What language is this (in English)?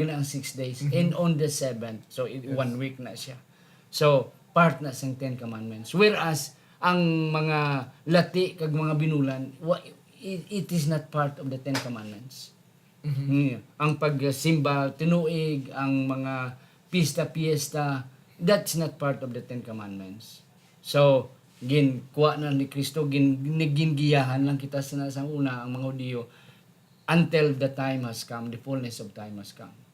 Hiligaynon